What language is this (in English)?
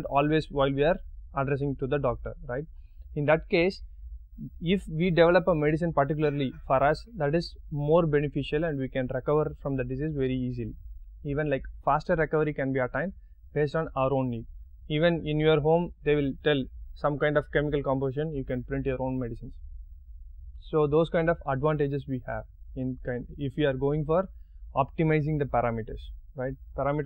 English